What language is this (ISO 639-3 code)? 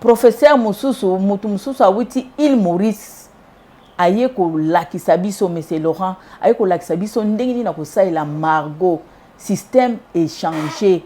lin